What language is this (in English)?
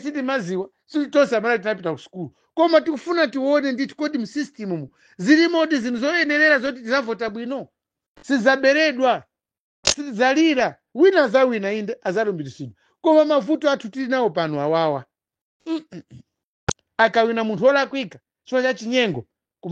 Nyanja